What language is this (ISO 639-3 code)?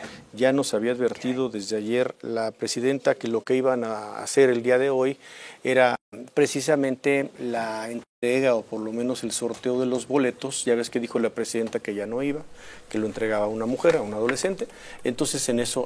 spa